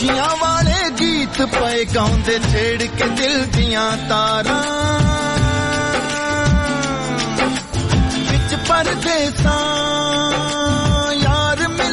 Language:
Punjabi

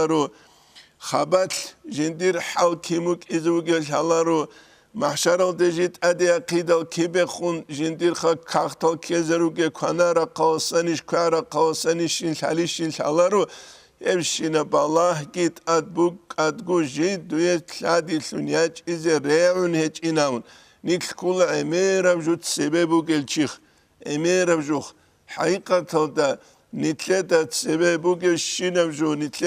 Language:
Avaric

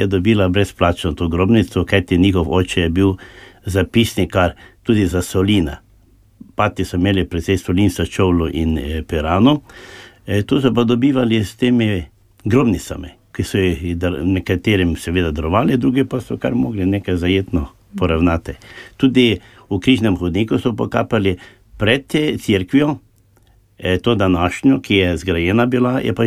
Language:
Slovenian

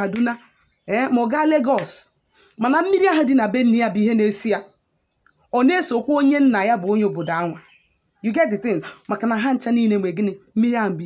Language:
Igbo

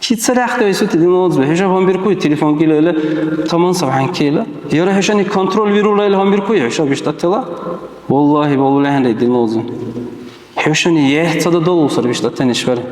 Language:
Dargwa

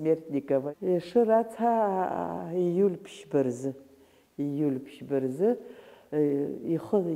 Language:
Abkhazian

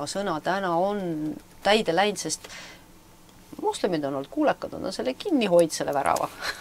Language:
Estonian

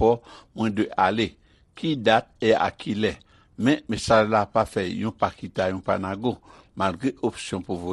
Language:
Haitian Creole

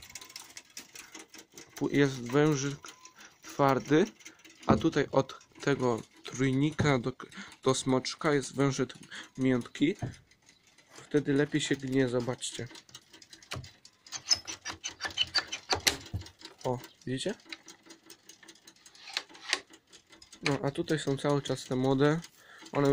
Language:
Polish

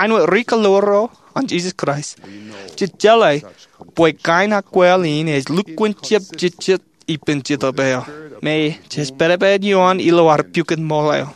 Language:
Marshallese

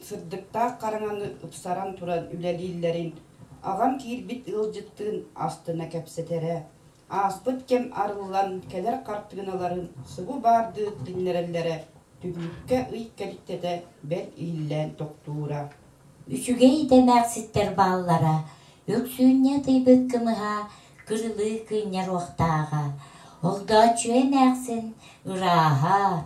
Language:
Yakut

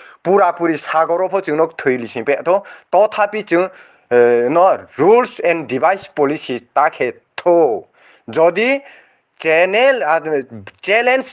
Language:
Riang (India)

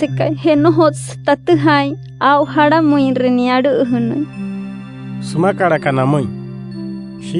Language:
Wayuu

